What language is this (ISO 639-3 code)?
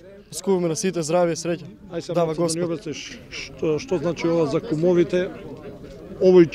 mkd